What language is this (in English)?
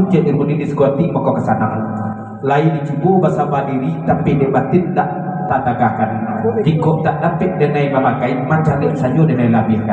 Minangkabau